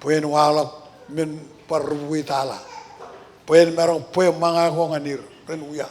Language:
Marshallese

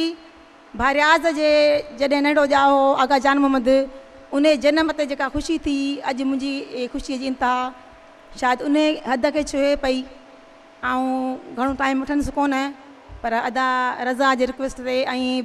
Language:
Sindhi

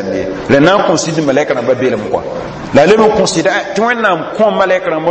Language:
Mossi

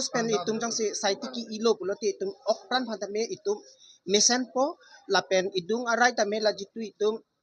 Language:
Karbi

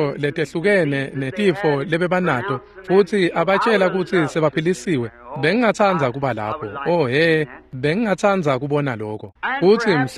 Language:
Swati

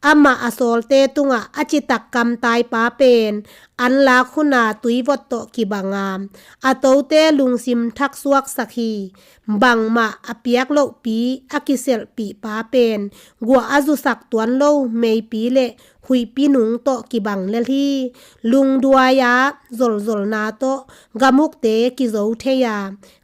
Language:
Tedim Chin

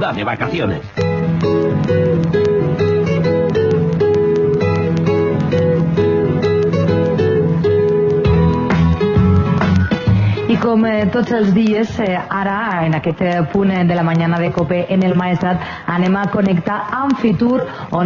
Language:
Catalan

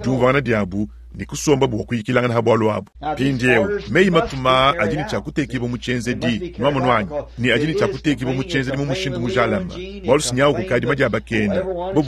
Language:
Luba-Lulua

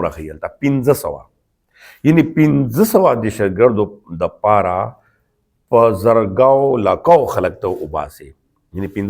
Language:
Pashto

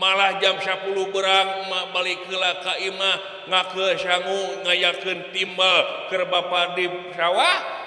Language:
Sundanese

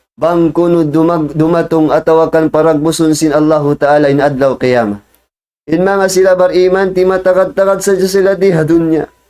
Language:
Tausug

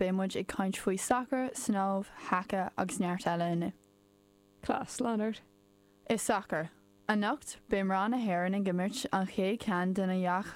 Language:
Irish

